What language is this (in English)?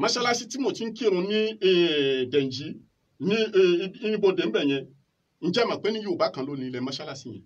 Yoruba